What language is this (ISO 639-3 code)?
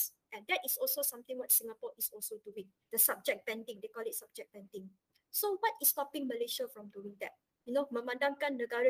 msa